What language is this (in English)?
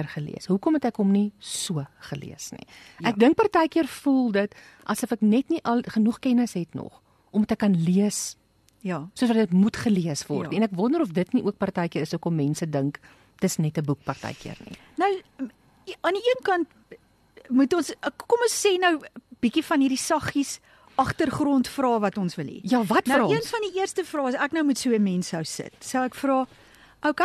Afrikaans